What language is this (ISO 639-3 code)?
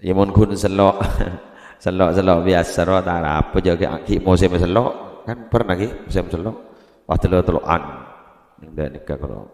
mad